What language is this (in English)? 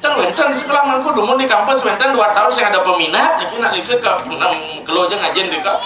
Balinese